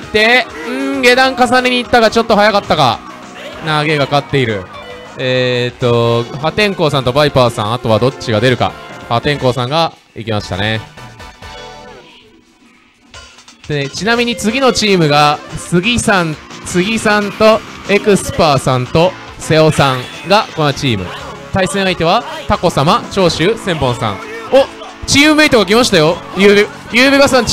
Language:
Japanese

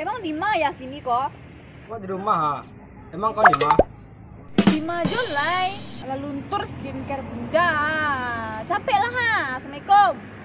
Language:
Minangkabau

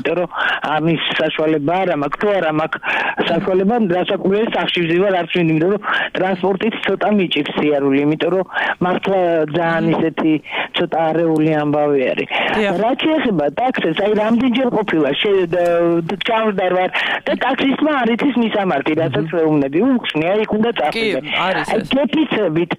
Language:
Georgian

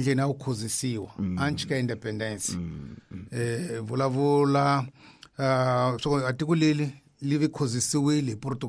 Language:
Tsonga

